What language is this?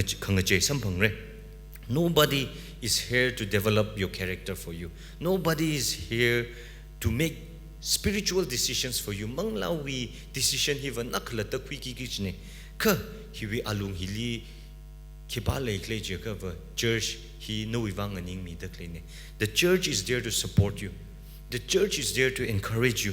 Tangkhul Naga (India)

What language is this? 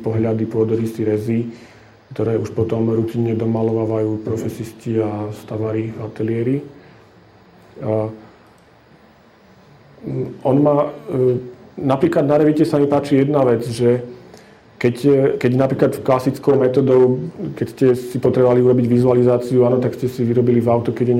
Slovak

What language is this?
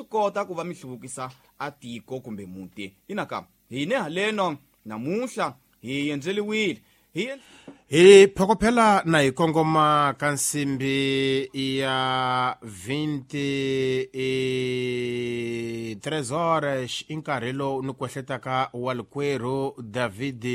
Tsonga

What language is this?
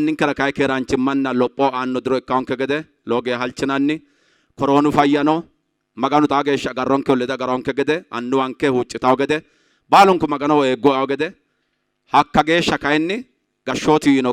Sidamo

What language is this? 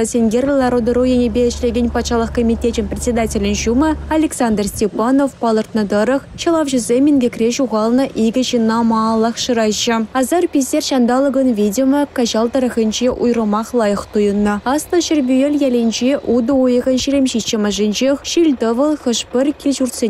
Chuvash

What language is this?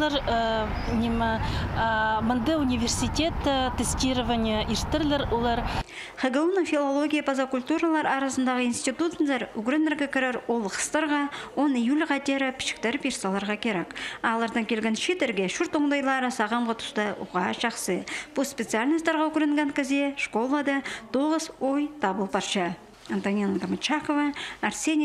Khakas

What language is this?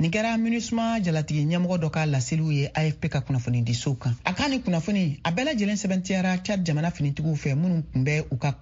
Bambara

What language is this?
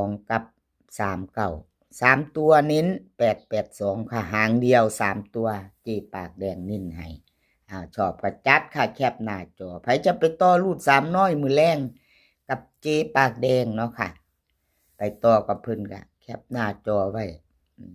Northeastern Thai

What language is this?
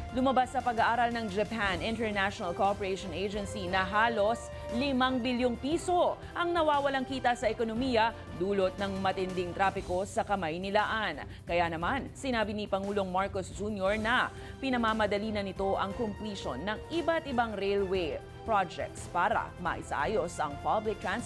Filipino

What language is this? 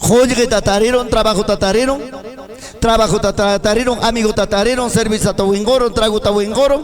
Ayacucho Quechua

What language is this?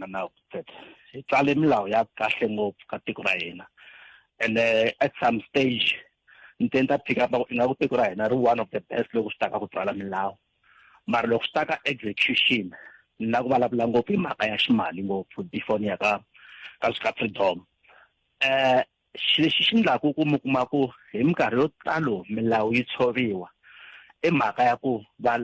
Tsonga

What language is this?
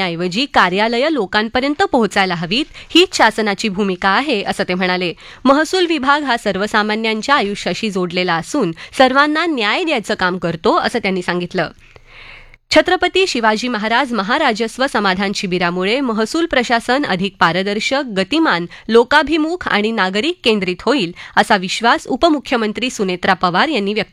Marathi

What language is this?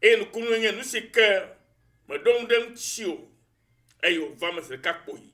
Ewe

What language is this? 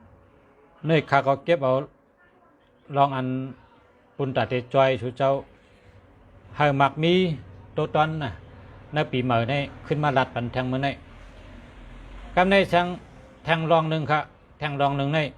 Shan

